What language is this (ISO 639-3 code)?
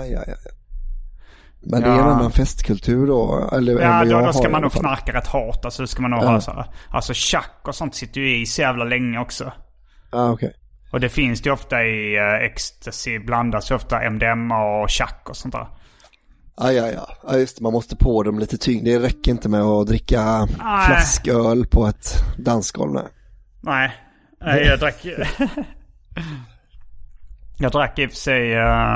swe